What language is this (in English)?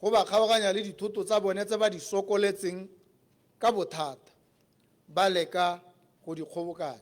Tswana